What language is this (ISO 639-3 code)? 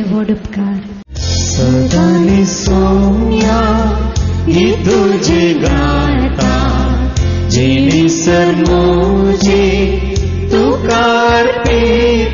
kok